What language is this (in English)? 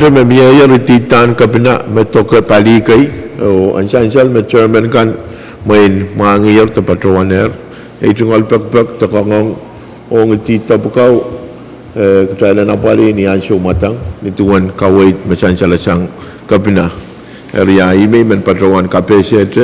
Pohnpeian